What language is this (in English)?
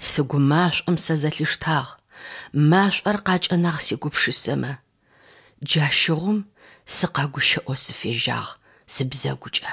Adyghe